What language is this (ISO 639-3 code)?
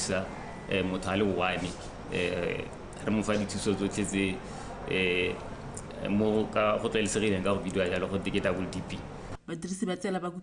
tsn